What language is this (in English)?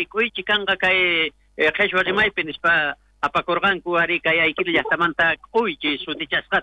South Bolivian Quechua